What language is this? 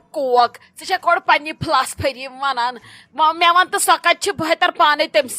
Kashmiri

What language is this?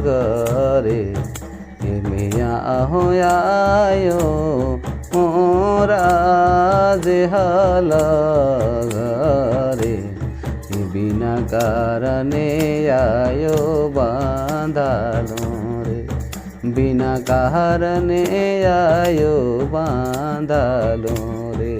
Sadri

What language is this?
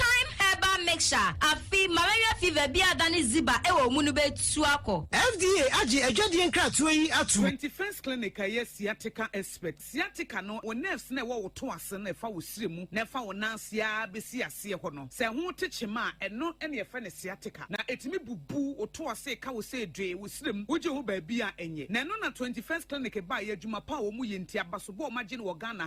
Akan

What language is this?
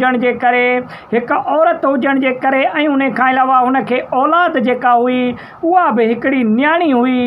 Sindhi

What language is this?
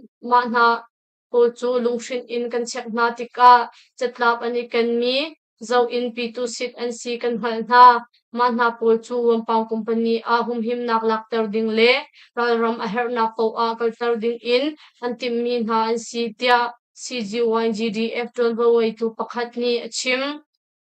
Hakha Chin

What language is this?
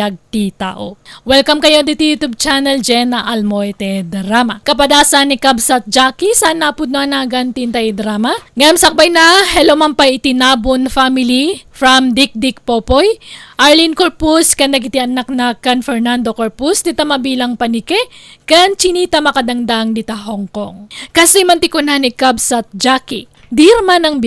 Iloko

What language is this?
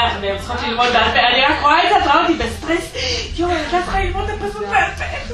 Hebrew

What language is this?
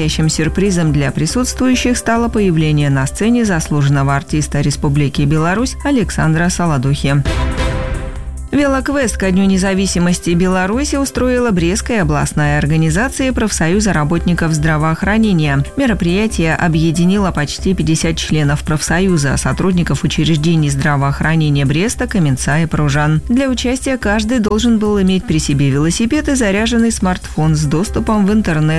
Russian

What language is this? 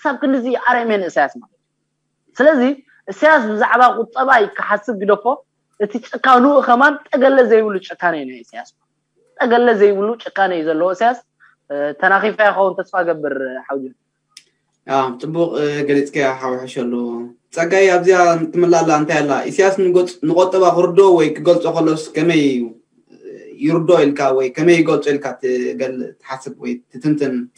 Tigrinya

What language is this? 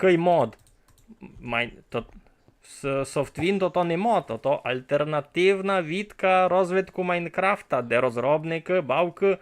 Rusyn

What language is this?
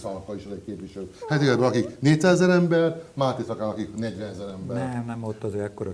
Hungarian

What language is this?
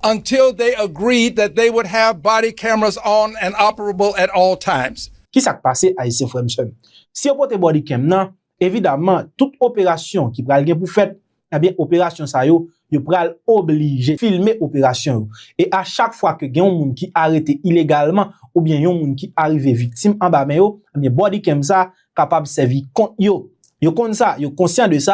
Haitian Creole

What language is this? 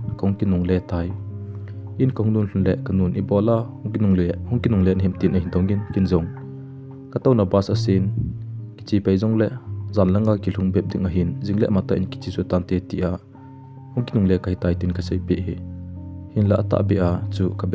Thado Chin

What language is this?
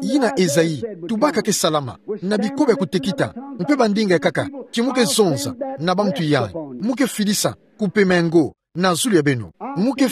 Kituba (Democratic Republic of Congo)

